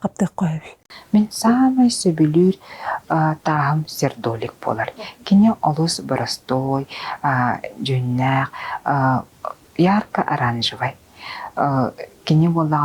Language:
Yakut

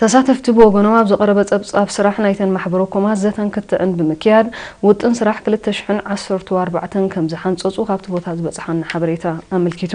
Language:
Tigrinya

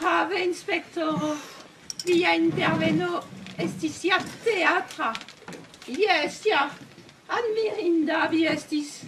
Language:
Esperanto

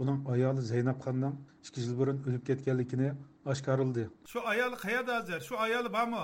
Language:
Uyghur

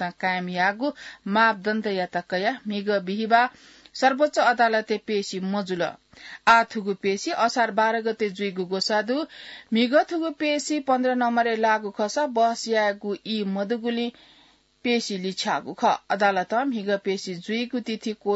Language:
Newari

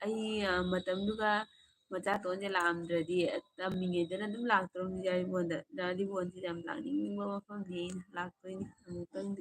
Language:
Manipuri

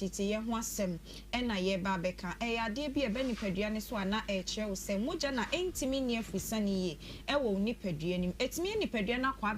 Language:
Akan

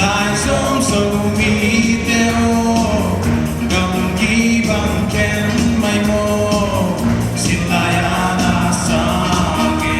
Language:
Paite Chin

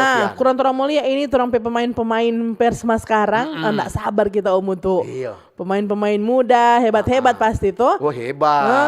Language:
Manado Malay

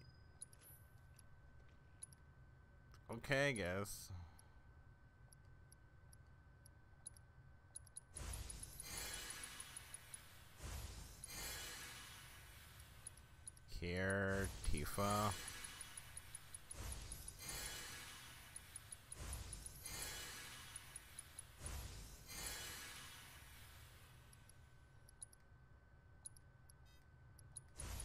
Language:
English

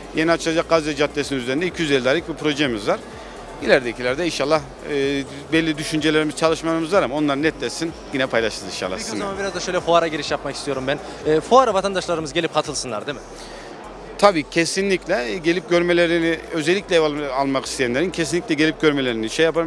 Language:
Turkish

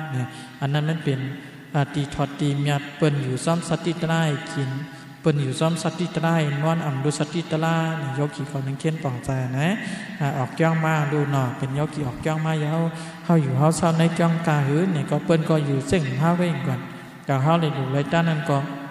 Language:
Shan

